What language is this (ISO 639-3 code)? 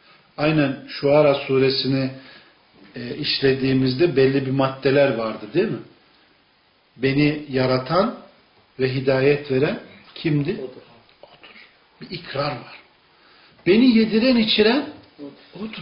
tur